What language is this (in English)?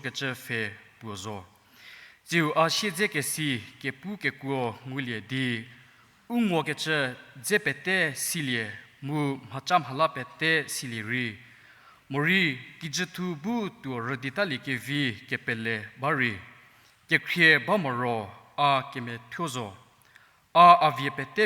Angami Naga